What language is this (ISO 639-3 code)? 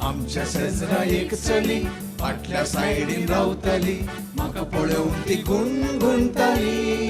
kok